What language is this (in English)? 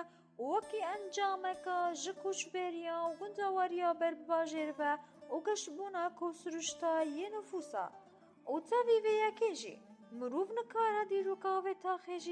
Kurdish